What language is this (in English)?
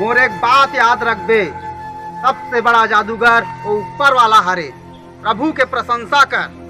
Chhattisgarhi